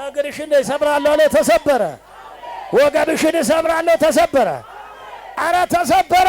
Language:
Amharic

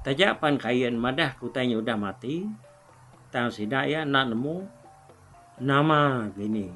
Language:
Iban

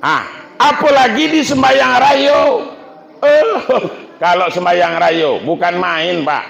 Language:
Minangkabau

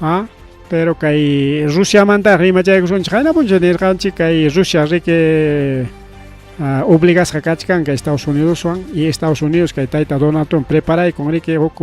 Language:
Ayacucho Quechua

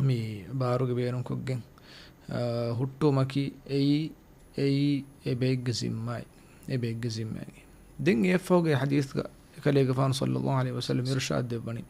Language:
Divehi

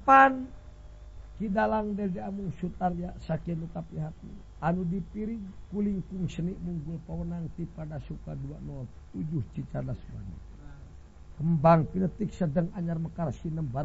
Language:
Sundanese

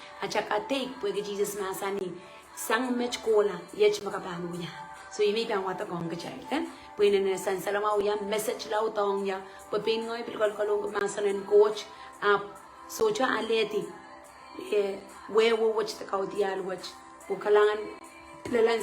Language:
Pohnpeian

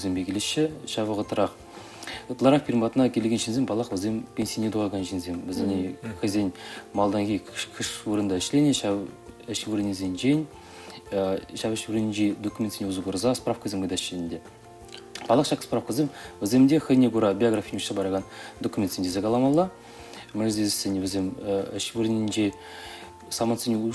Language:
Chuvash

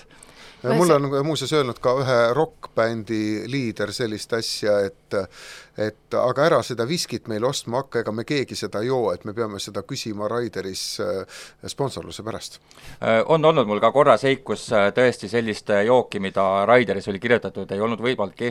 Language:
Estonian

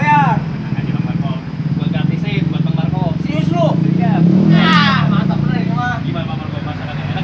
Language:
Betawi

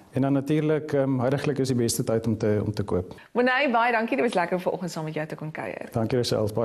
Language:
Afrikaans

